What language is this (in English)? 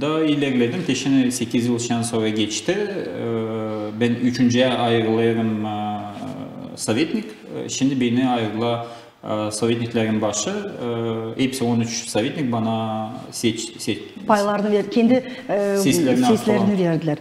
Gagauz